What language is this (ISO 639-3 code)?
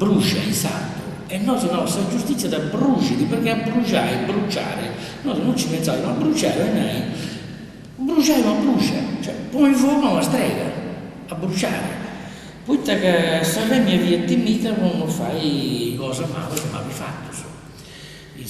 srd